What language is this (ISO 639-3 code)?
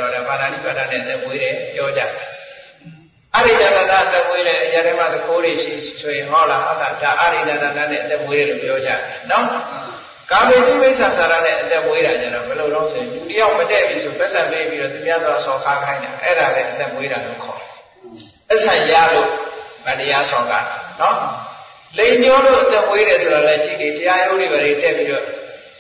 mya